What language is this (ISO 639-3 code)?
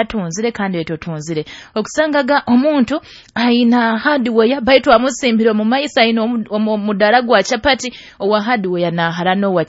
nyo